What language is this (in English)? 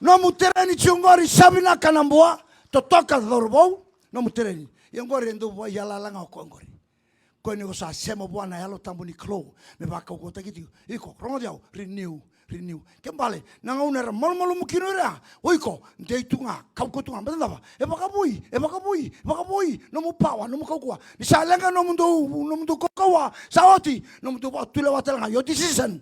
Fijian